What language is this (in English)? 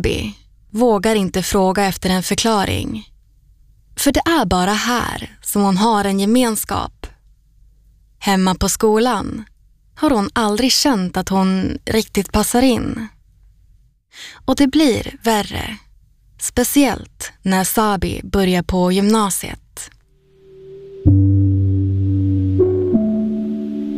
Swedish